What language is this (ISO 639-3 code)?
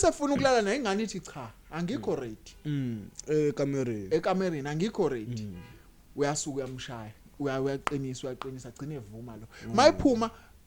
zul